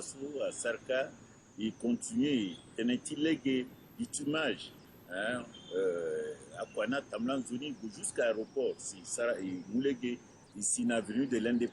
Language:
Sango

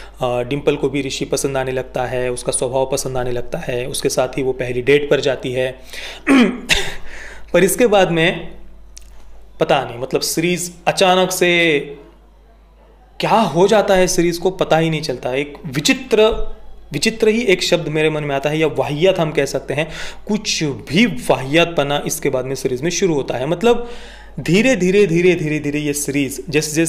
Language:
Hindi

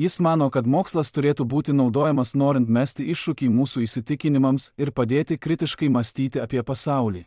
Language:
Lithuanian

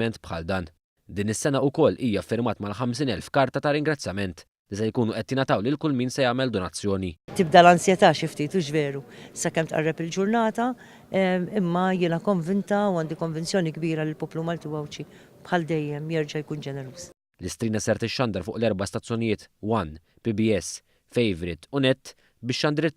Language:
Maltese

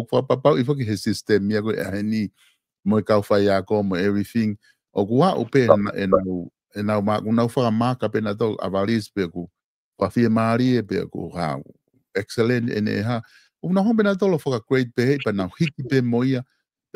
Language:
Tongan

